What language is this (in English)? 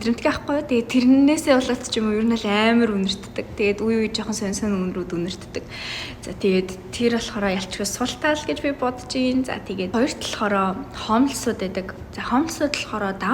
Mongolian